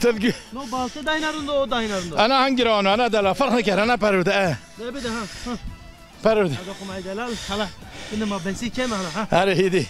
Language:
Zaza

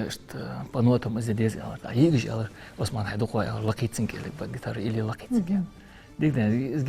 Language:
Ingush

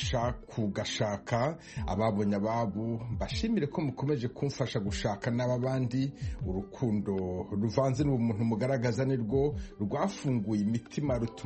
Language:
Kinyarwanda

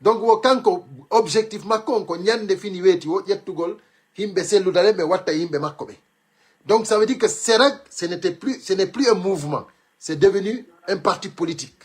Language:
Pular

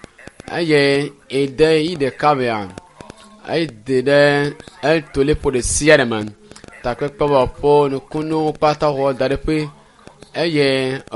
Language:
Ewe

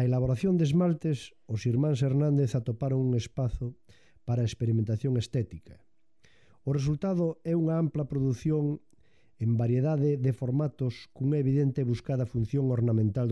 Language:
Galician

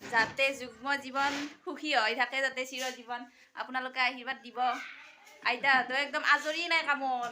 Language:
Assamese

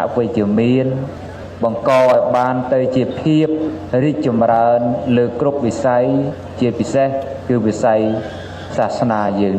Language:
Khmer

